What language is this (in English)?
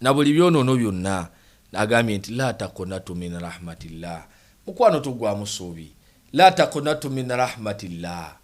Ganda